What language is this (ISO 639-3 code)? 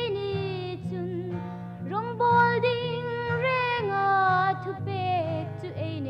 hmr